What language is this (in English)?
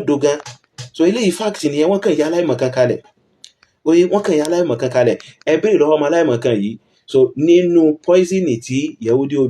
Yoruba